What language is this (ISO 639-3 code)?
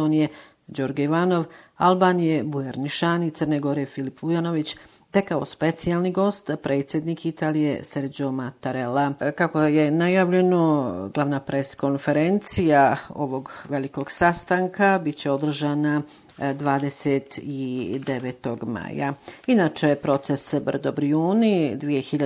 bos